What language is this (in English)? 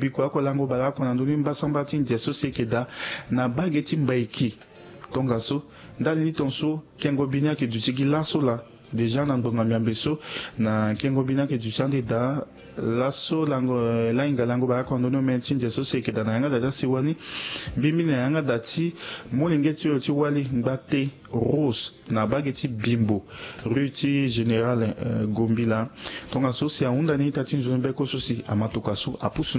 Sango